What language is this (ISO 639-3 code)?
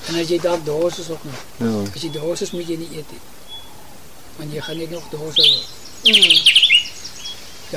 afr